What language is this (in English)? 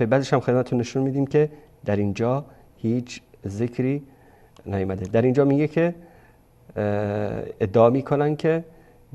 Persian